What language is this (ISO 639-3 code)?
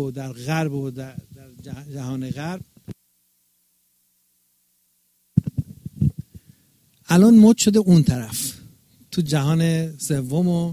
fas